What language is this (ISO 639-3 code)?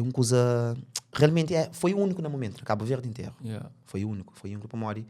kea